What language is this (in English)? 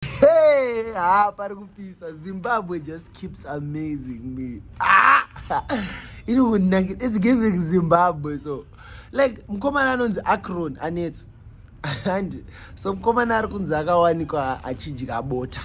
Shona